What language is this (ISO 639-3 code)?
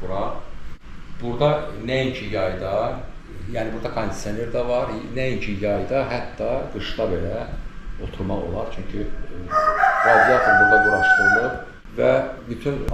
aze